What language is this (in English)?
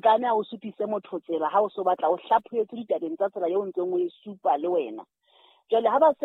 Southern Sotho